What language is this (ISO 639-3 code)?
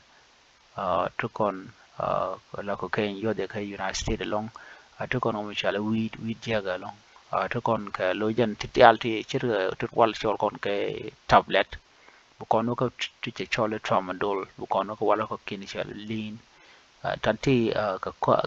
nus